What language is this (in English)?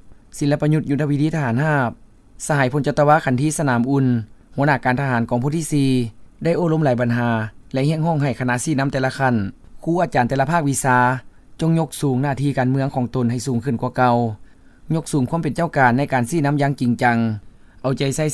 Lao